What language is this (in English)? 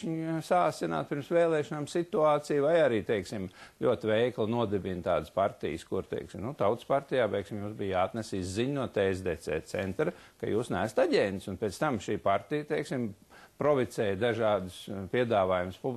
Latvian